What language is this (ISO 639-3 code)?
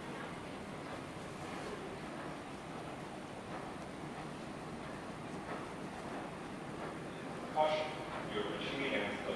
eng